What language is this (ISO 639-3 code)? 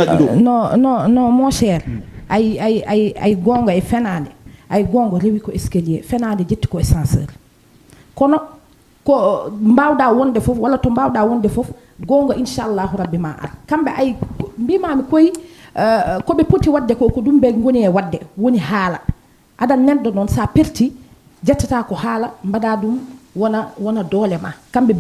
ful